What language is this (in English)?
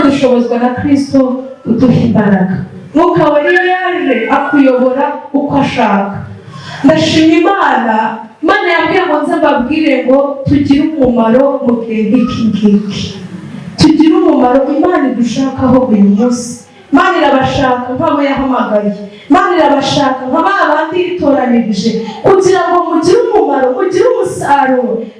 Kinyarwanda